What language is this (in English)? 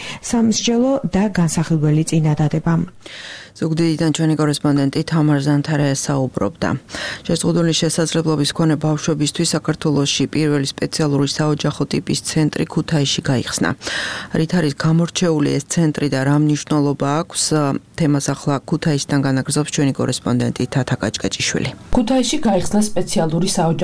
Georgian